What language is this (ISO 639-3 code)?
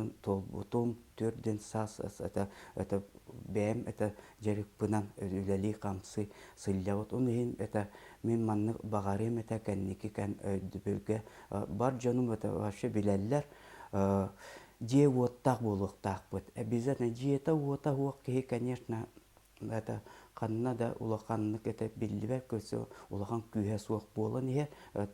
sah